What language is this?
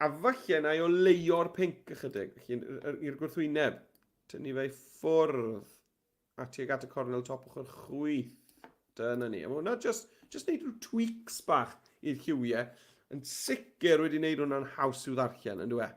Welsh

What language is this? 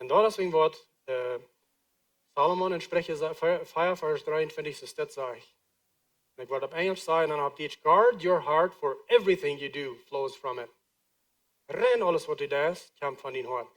Plautdietsch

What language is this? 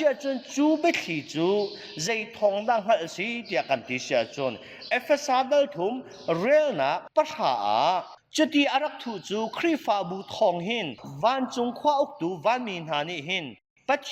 Hakha Chin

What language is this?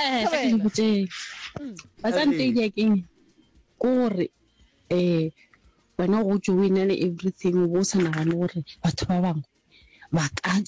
Northern Sotho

